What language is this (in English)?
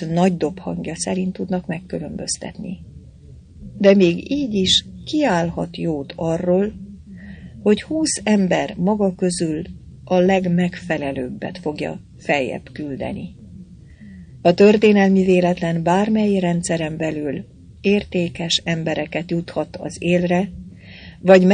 Hungarian